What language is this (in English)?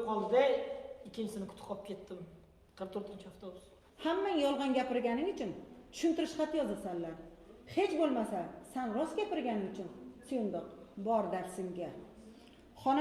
Uzbek